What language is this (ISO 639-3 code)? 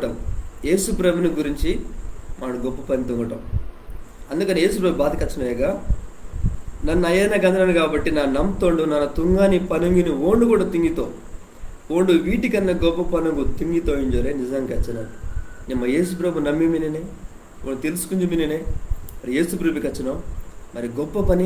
kff